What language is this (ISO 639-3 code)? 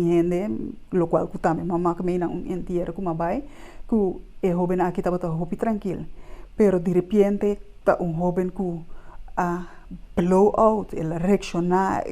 pap